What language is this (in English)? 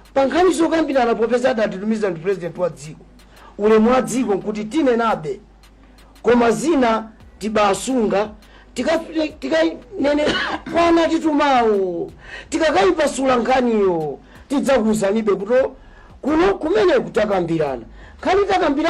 Nyanja